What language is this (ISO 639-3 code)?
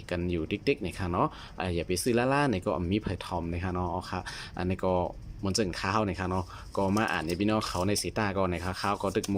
shn